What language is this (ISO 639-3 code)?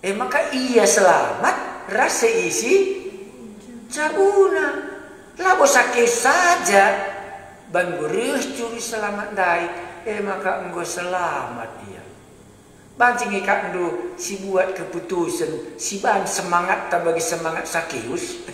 btx